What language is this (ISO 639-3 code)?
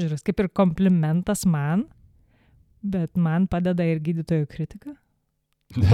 lit